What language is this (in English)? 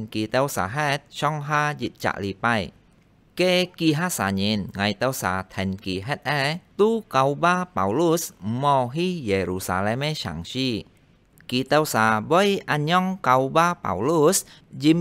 Hakka Chinese